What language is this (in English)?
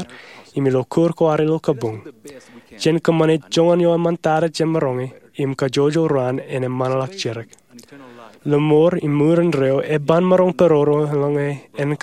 Marshallese